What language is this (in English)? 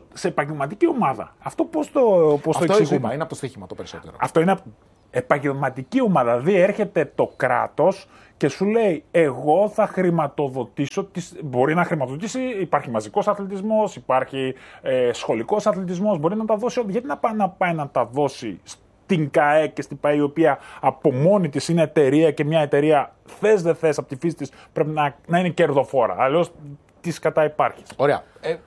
Greek